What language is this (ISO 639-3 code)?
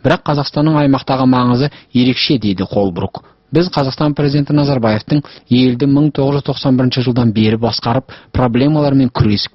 kaz